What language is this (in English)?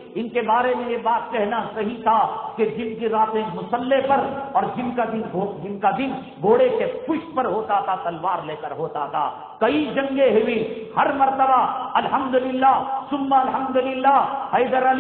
Urdu